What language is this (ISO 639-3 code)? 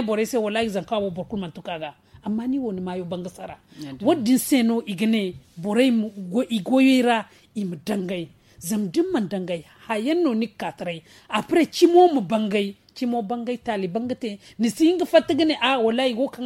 dje